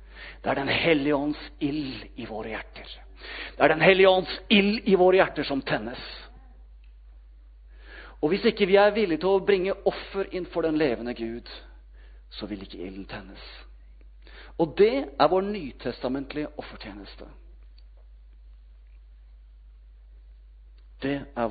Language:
Norwegian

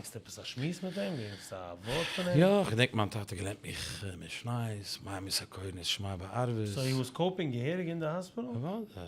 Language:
Yiddish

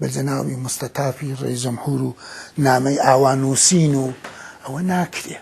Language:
Central Kurdish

